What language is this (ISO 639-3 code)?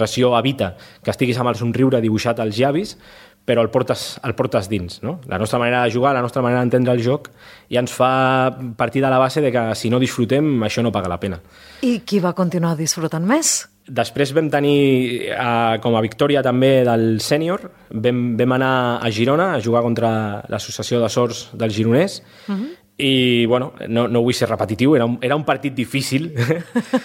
cat